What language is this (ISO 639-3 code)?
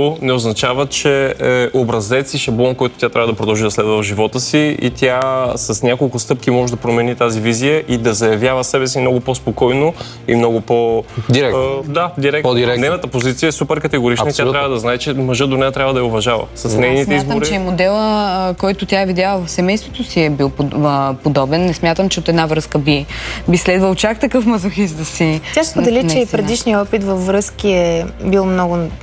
bul